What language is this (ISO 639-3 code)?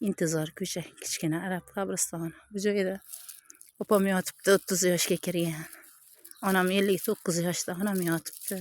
uzb